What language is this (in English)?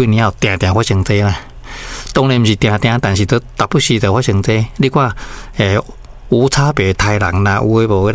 Min Nan Chinese